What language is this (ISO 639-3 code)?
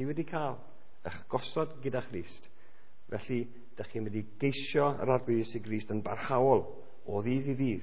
cym